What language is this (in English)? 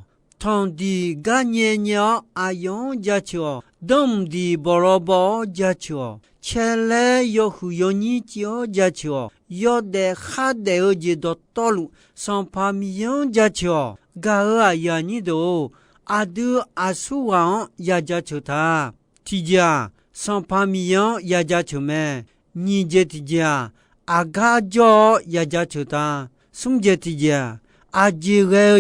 Akha